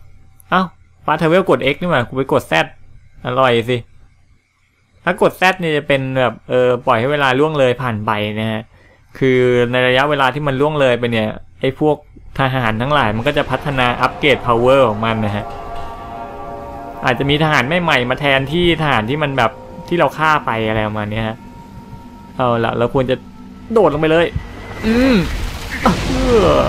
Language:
Thai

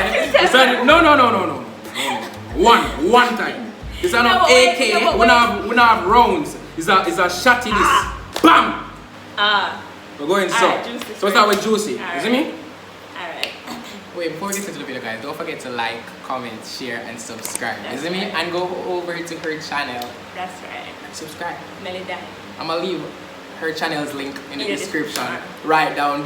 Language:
Jamaican Creole English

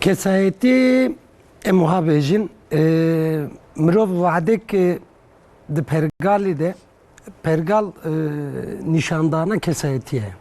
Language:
Kurdish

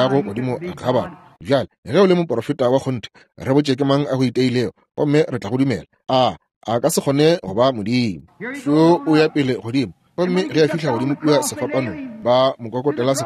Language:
Northern Sotho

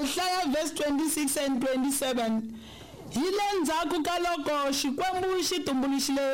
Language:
Tsonga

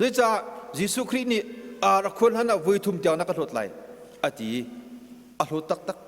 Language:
Hakha Chin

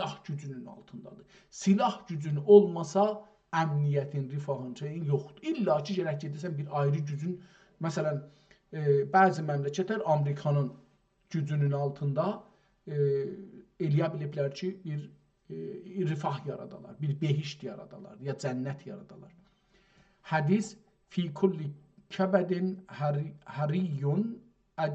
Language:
South Azerbaijani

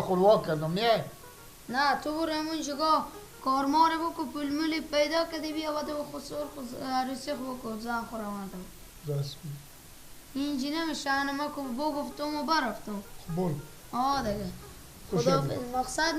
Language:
Persian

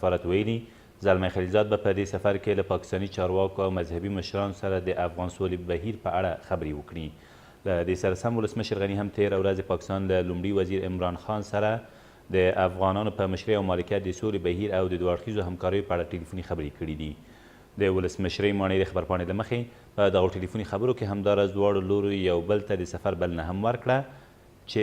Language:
Pashto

